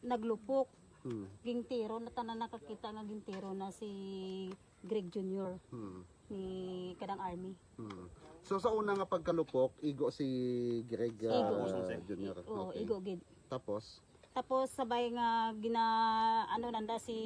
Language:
Hiligaynon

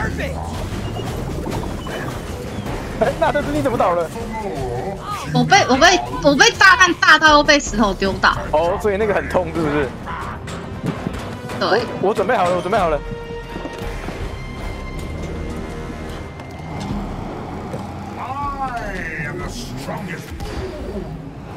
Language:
Chinese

